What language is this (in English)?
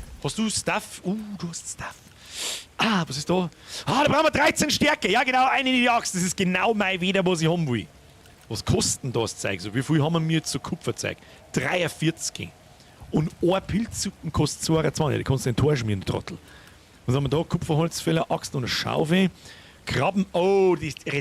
Bavarian